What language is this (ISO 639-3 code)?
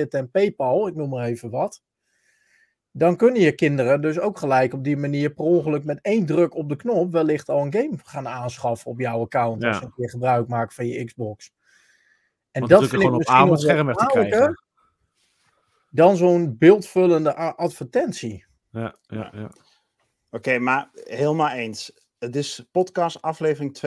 nld